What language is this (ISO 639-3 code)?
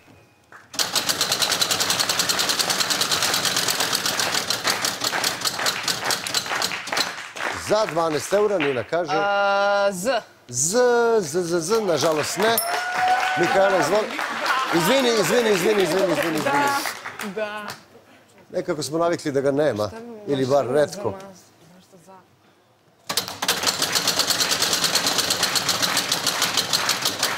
srp